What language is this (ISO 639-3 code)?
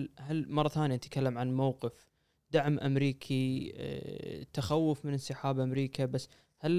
afb